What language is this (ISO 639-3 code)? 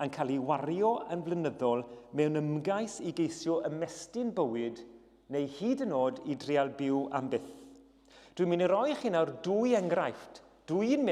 cym